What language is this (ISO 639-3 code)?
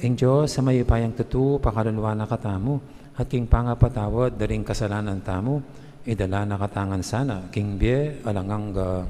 pam